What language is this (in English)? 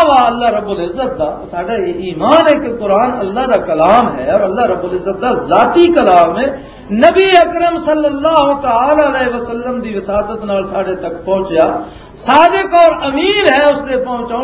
Western Panjabi